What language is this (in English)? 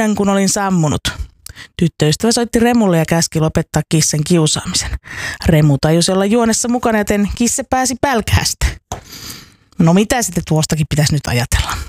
Finnish